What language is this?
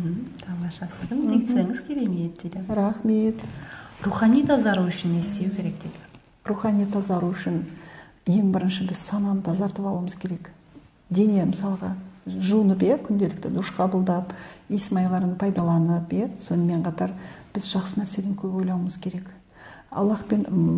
Kazakh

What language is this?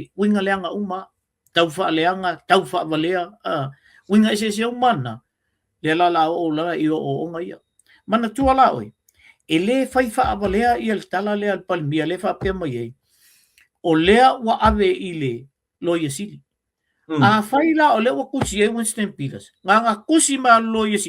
Samoan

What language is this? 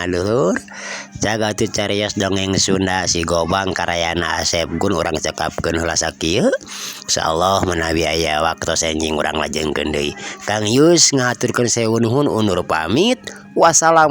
Sundanese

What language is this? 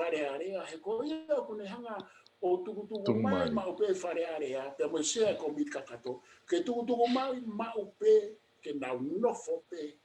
Tongan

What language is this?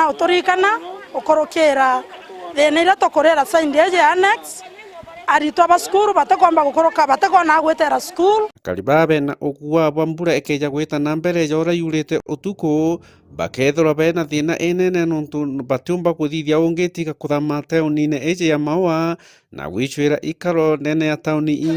Meru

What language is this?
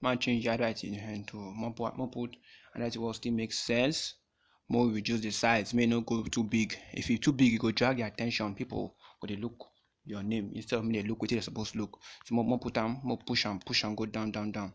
Nigerian Pidgin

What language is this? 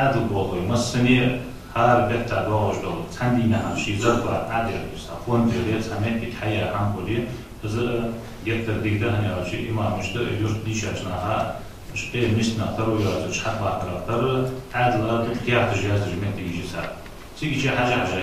Ingush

